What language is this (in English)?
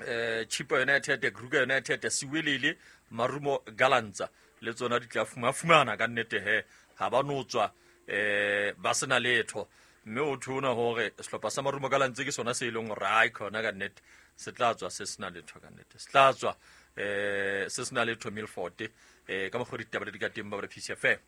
Southern Sotho